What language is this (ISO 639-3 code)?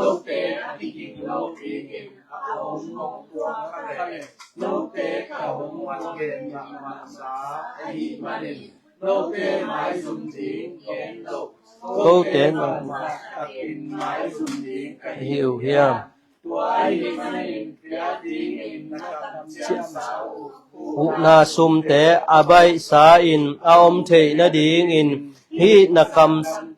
ctd